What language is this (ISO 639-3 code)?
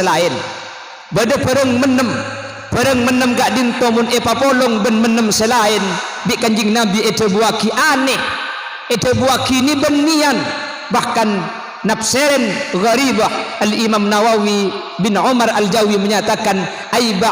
mad